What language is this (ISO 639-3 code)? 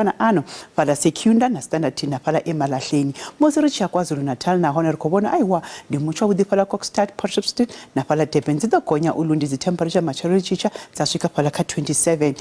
ven